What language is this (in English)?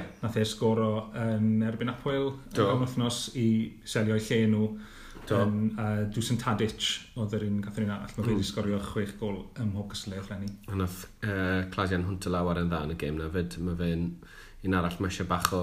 Welsh